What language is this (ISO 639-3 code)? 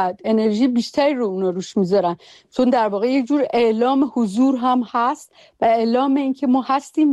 fas